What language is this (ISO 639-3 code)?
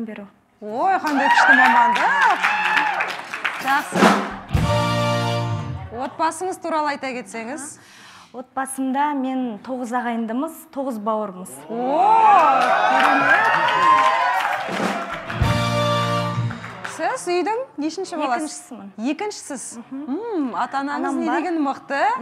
kaz